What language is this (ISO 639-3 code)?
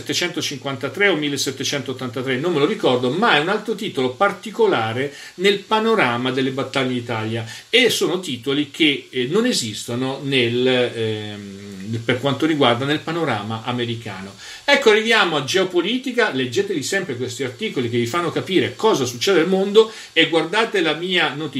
ita